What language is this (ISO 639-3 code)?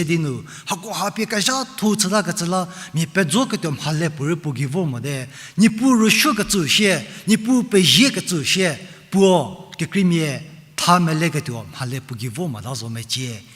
njm